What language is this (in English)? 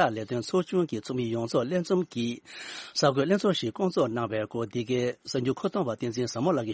Tibetan